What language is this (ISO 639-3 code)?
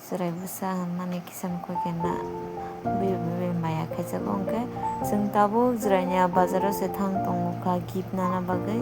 trp